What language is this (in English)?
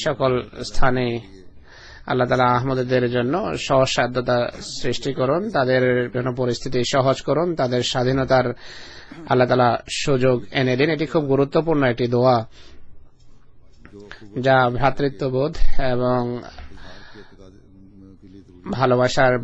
Bangla